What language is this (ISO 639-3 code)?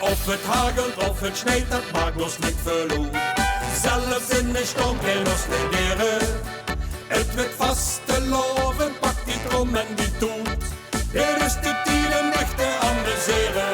lim